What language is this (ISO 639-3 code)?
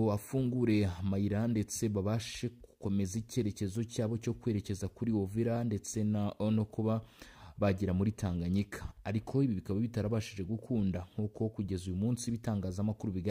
kin